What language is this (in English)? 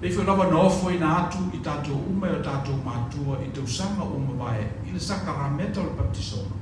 Samoan